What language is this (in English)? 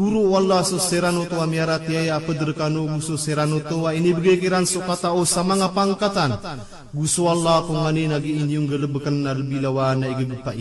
Maranao